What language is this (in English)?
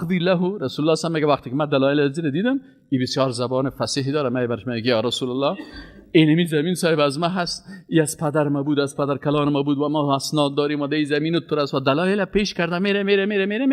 Persian